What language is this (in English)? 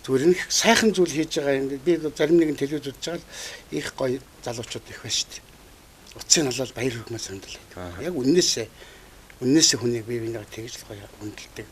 Mongolian